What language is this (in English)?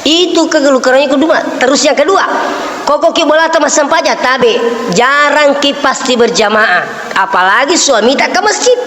Buginese